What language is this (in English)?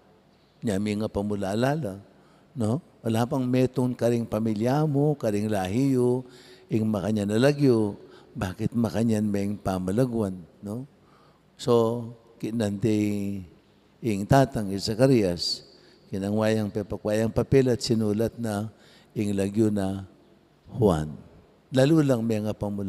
Pampanga